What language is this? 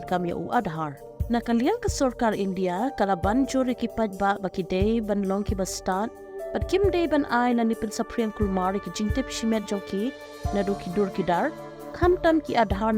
Khasi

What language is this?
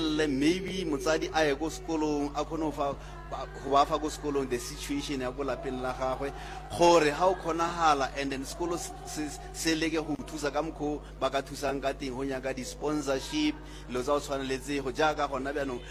Northern Sotho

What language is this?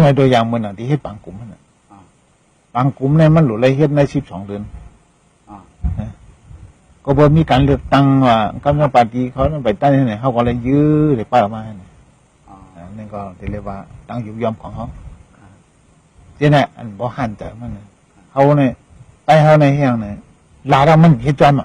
Shan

